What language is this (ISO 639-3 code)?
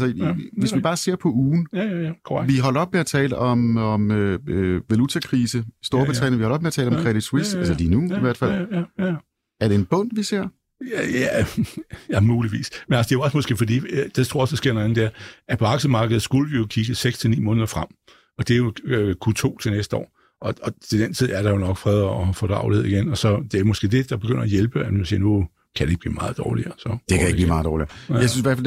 dan